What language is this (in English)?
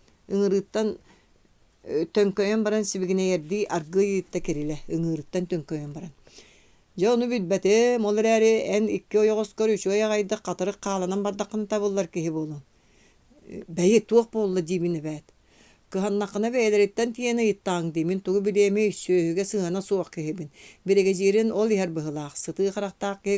Yakut